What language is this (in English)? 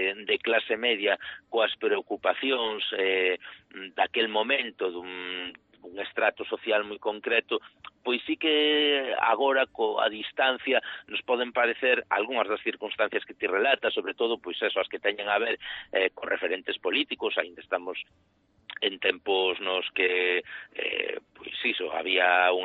Galician